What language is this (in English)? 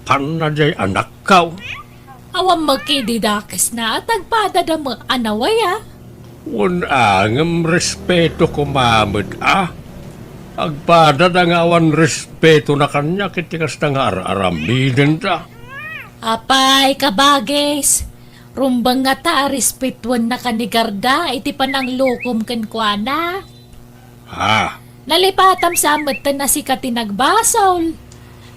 Iloko